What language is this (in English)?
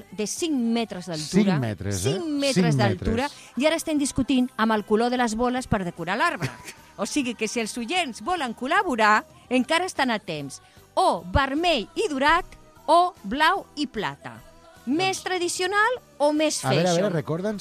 Catalan